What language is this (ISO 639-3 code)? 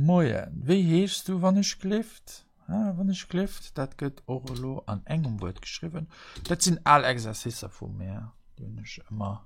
ltz